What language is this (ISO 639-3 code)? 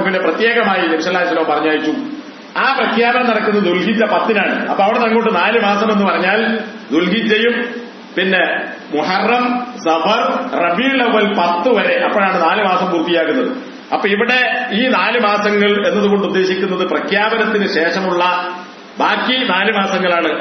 mal